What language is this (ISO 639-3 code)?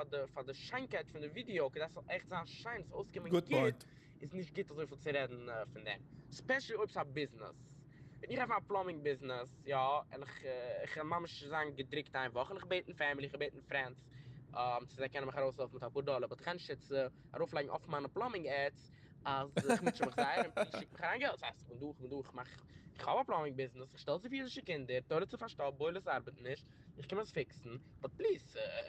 yid